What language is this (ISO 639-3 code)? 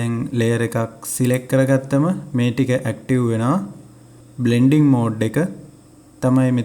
sin